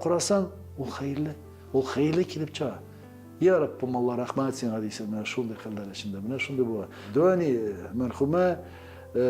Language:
Tatar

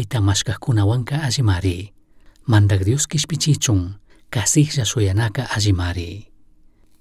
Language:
Chimborazo Highland Quichua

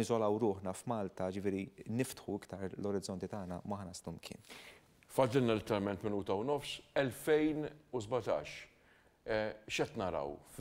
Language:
Maltese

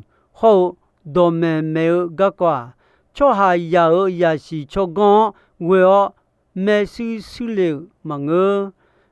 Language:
Akha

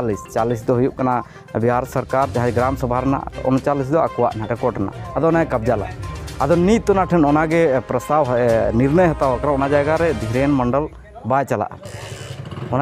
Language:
Santali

